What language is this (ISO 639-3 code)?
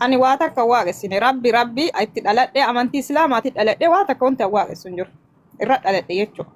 orm